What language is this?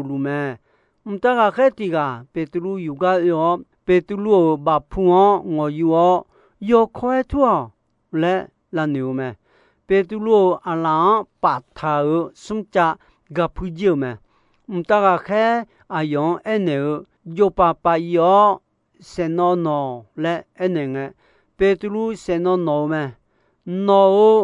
Akha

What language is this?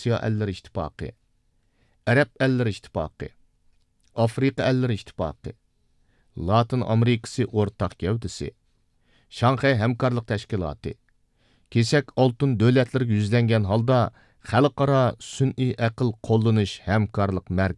Uyghur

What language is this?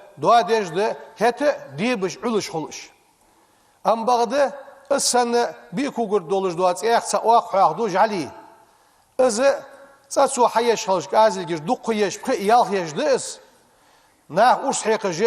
Ingush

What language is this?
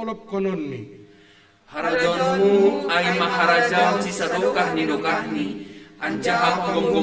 Batak Simalungun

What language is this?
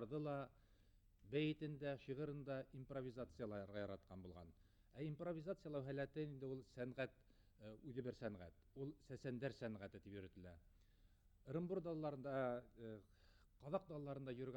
Bashkir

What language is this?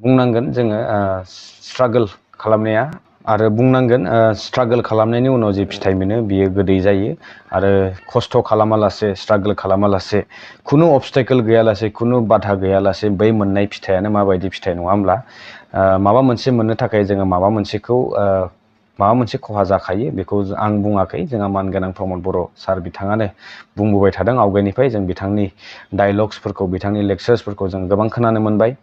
Bodo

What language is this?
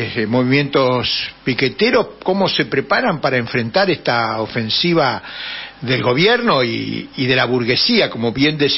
Spanish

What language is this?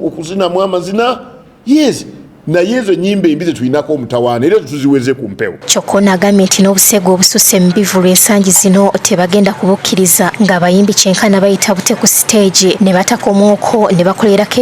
Ganda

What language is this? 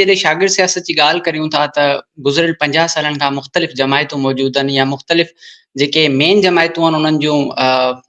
Sindhi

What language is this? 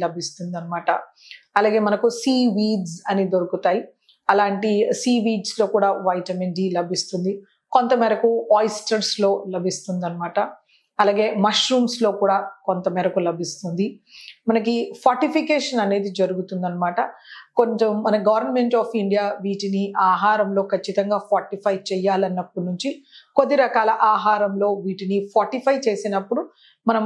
Telugu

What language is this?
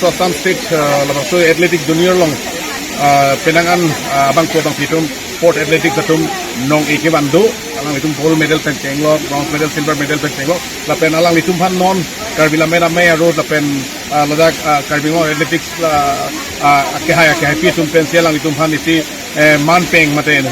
Karbi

